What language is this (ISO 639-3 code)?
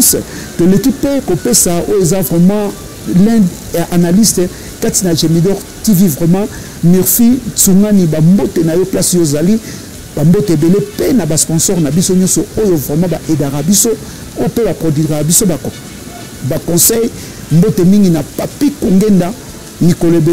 lin